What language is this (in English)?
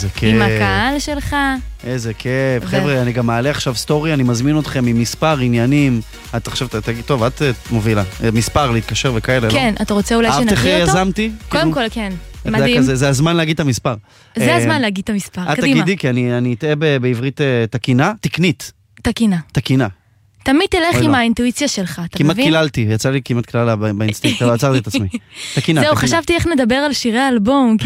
Hebrew